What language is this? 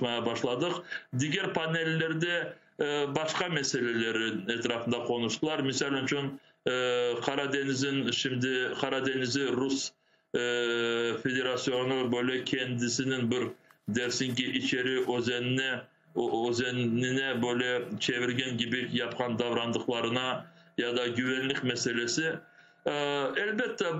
Crimean Tatar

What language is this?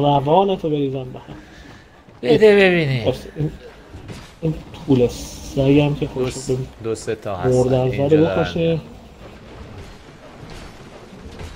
Persian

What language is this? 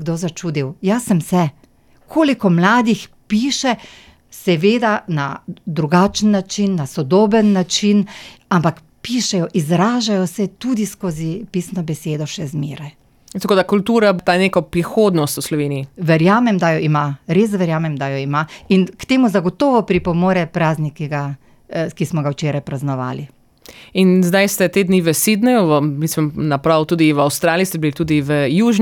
Slovenian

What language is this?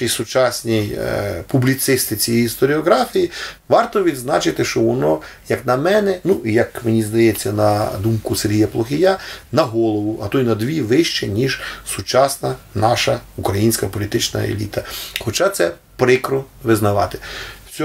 Ukrainian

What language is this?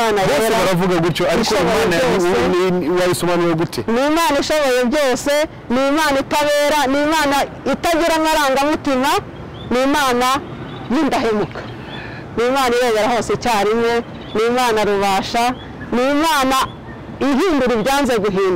Kinyarwanda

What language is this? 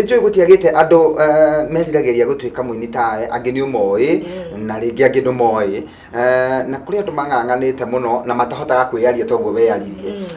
Kikuyu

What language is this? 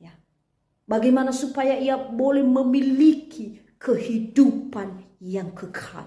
Nias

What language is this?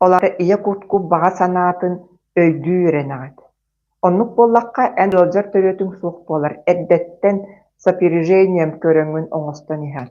Yakut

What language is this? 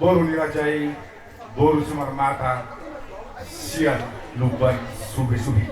Batak Toba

